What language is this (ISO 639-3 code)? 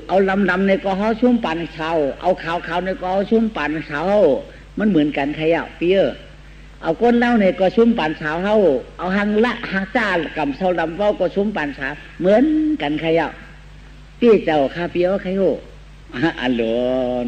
shn